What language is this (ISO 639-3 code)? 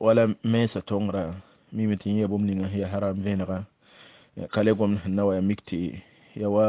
mos